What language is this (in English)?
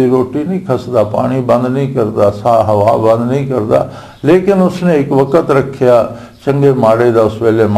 Western Panjabi